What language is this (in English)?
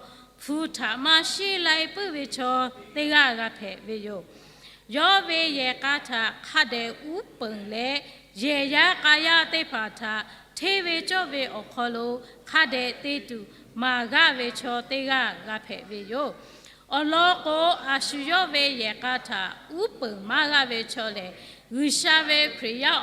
Lahu